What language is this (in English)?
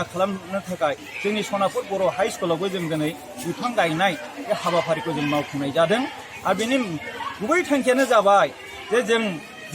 Bodo